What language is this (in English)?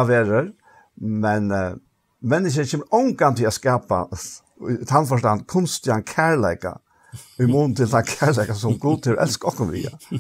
Faroese